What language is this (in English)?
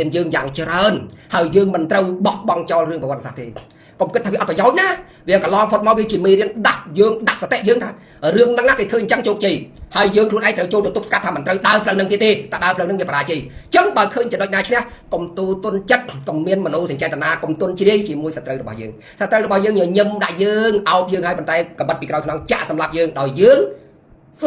Khmer